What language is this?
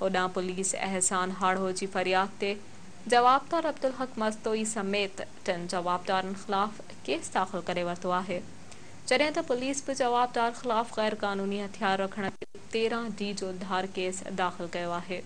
Sindhi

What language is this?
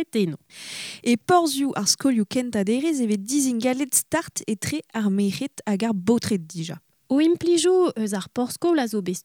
Breton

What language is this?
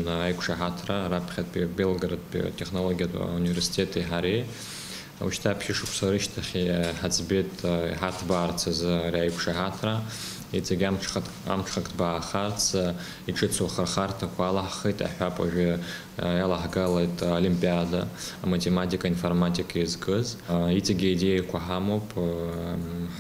Abkhazian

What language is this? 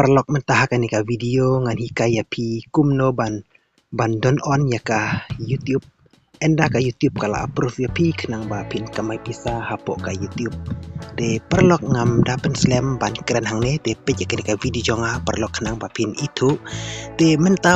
Khasi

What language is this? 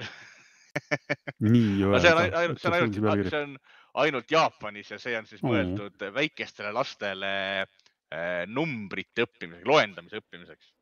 Estonian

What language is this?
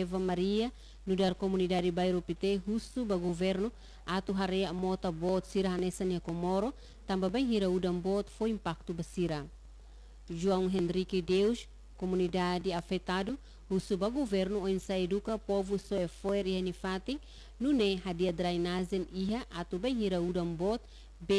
Tetum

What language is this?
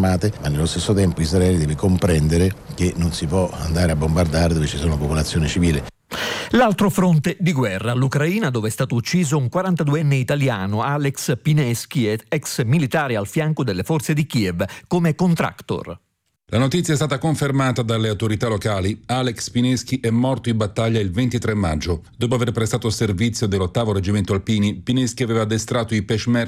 Italian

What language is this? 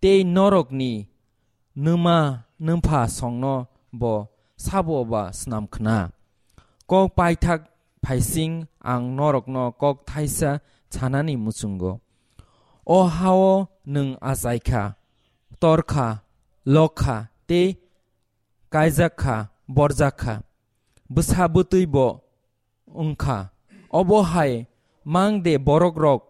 Kok Borok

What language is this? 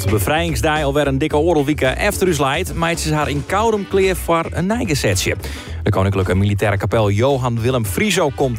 Western Frisian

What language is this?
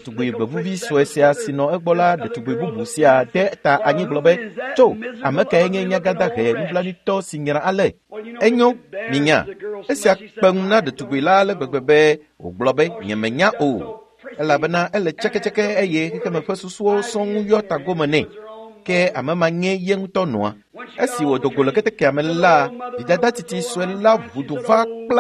Ewe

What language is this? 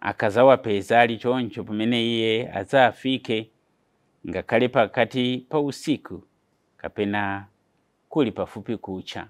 Nyanja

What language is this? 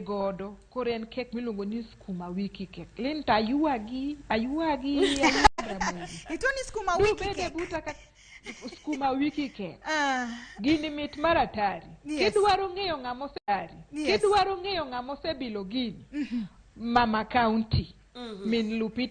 Luo (Kenya and Tanzania)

